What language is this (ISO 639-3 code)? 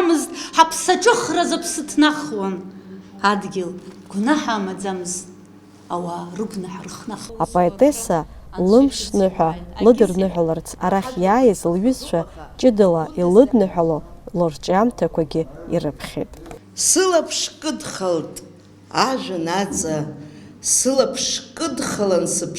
abk